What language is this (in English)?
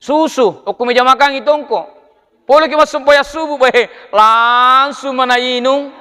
Buginese